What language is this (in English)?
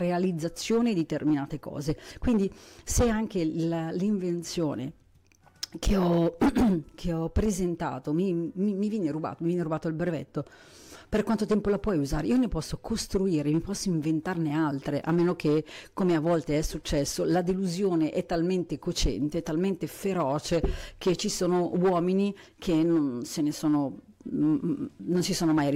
Italian